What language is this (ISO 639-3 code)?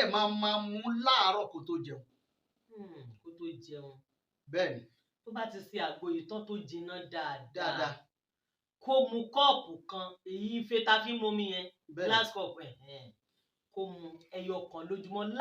yor